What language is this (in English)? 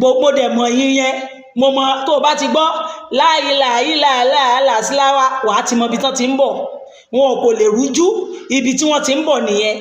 Yoruba